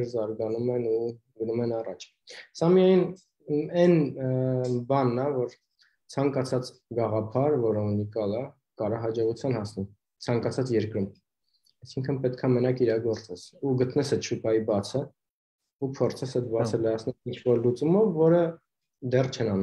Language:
Armenian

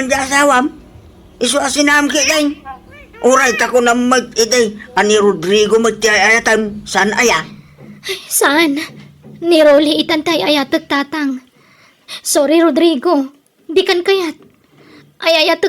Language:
Iloko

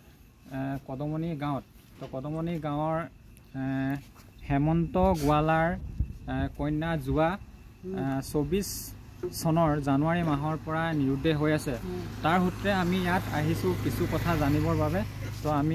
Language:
Assamese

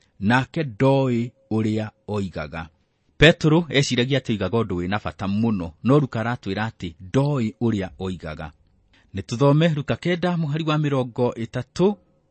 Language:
Kikuyu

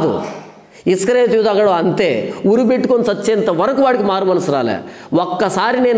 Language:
Telugu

